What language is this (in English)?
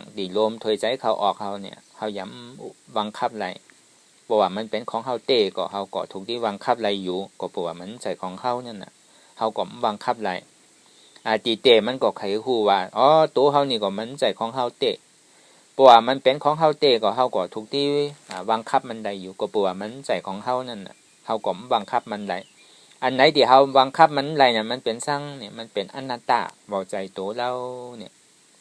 Shan